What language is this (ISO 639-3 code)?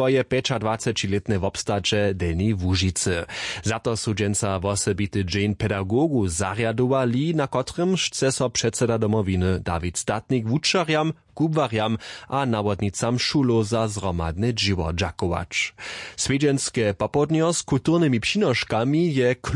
hsb